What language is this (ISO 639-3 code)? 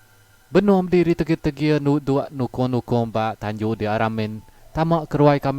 iba